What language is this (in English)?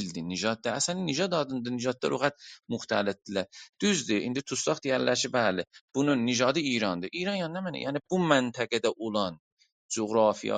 South Azerbaijani